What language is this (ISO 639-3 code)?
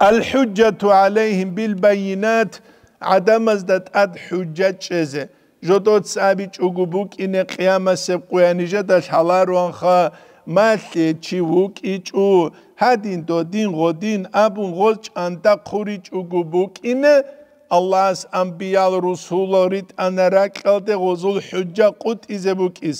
ava